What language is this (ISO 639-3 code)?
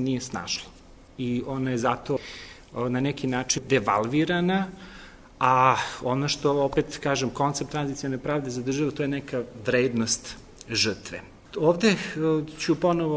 srp